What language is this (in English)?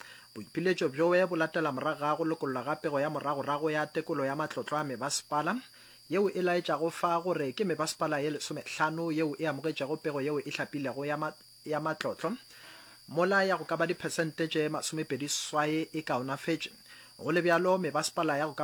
Northern Sotho